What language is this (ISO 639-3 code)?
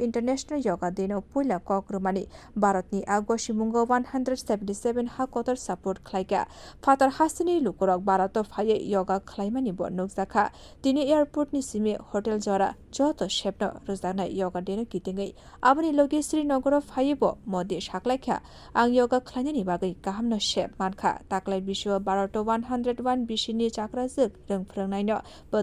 trp